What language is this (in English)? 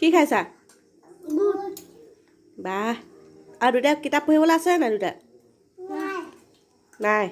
Assamese